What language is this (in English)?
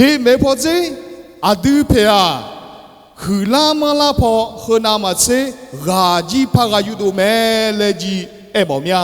Akha